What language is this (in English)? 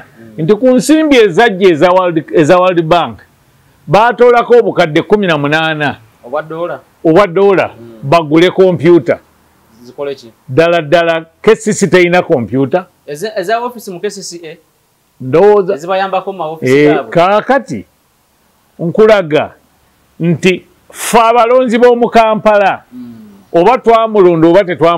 Ganda